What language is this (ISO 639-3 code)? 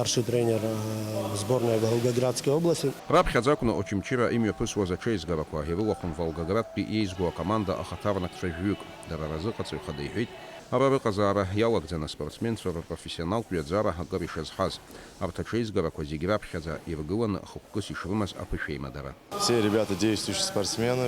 abk